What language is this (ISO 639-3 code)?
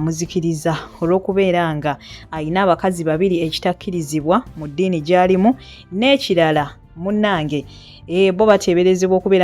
lug